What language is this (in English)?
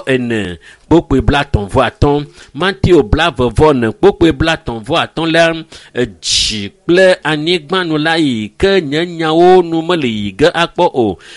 Ewe